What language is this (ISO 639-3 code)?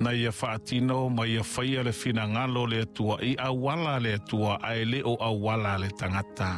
smo